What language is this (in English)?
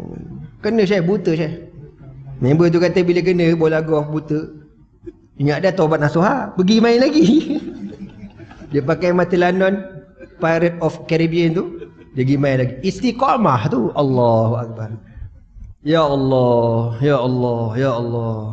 Malay